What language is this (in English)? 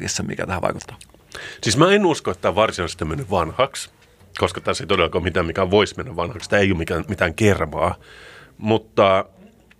Finnish